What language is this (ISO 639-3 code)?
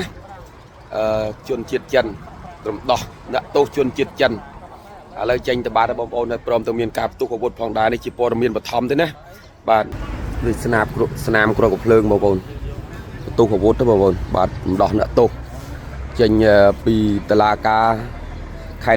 khm